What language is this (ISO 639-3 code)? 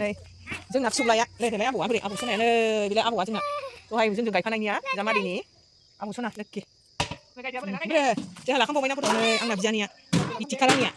brx